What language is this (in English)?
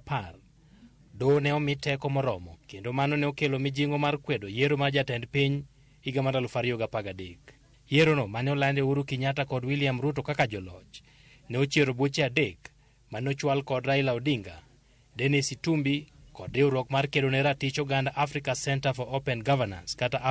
Luo (Kenya and Tanzania)